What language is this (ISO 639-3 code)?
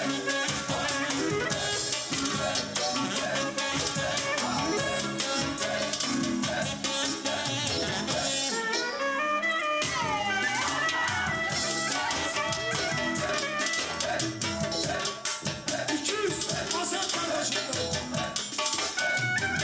tur